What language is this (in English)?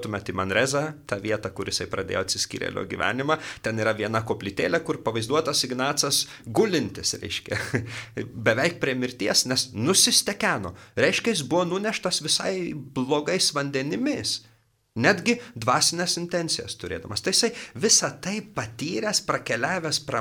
Lithuanian